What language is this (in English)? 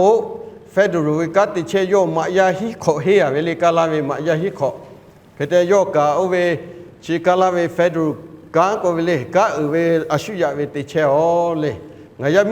Lahu